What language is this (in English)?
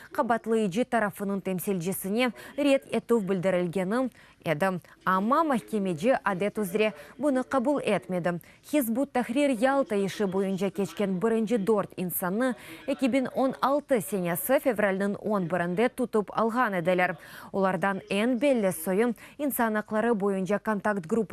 Crimean Tatar